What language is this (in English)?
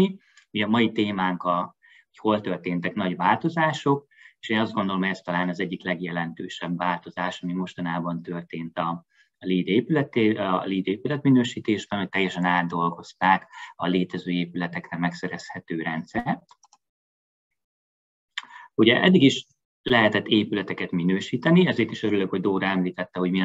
Hungarian